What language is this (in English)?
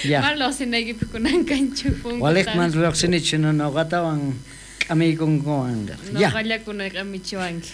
South Bolivian Quechua